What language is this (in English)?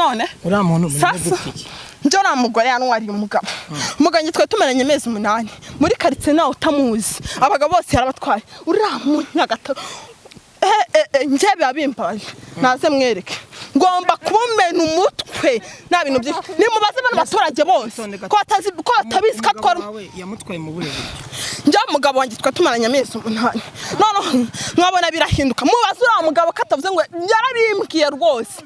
Kinyarwanda